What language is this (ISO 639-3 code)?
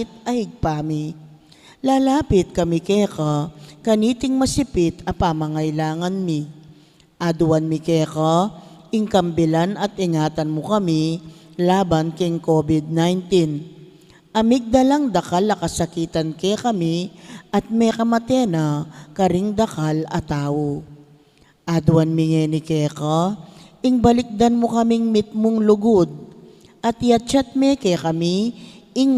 pam